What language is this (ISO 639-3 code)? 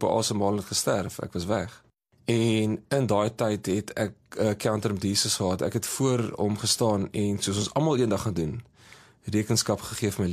afr